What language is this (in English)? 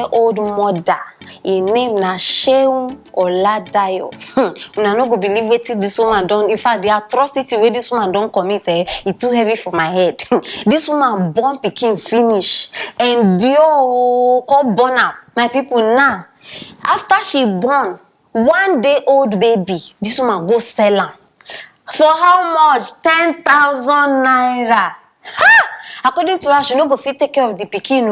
Nigerian Pidgin